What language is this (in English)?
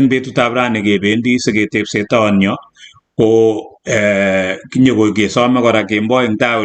Kalenjin